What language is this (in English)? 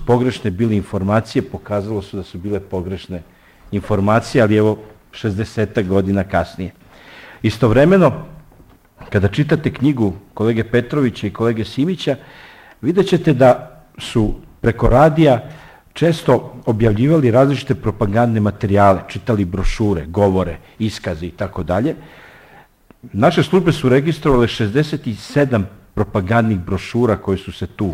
Serbian